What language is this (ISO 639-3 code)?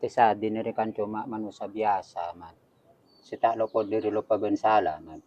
mad